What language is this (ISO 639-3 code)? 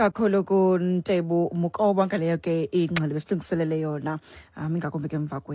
xho